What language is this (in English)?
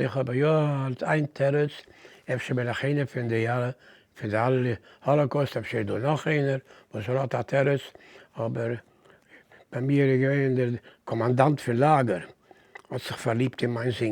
Yiddish